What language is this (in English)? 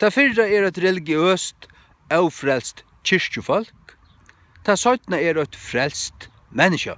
Faroese